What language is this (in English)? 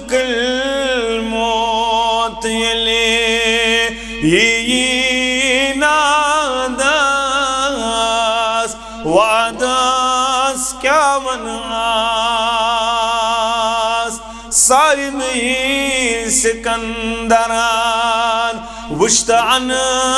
Kashmiri